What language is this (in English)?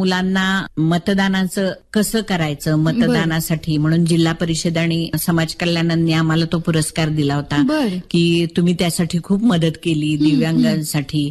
Marathi